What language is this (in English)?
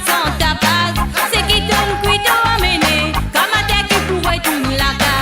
Morisyen